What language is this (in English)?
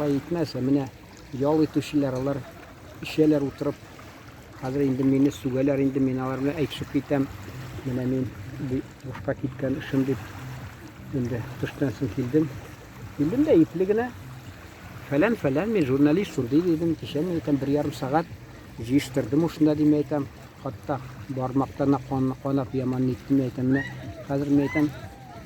Tatar